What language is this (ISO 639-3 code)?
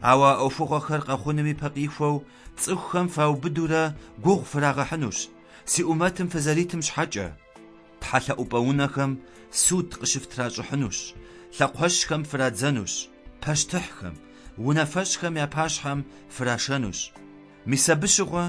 kbd